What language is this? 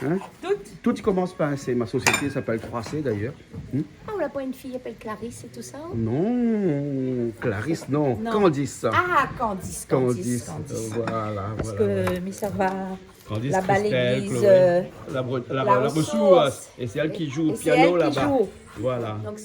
Réunion Creole French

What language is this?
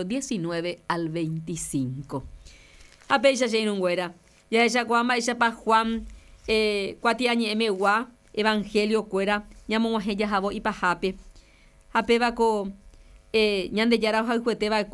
Guarani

